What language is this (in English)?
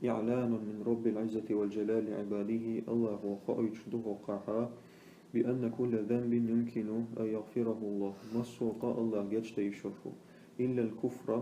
Chechen